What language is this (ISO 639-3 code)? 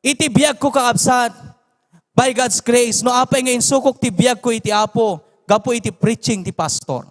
ilo